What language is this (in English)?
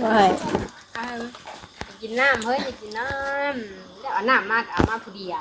Northeastern Thai